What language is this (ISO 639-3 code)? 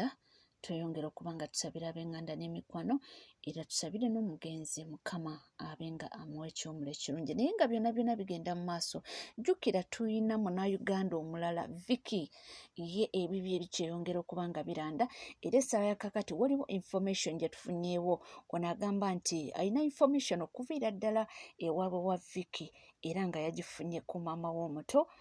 lug